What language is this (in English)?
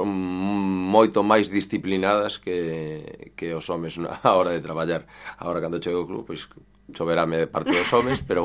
Galician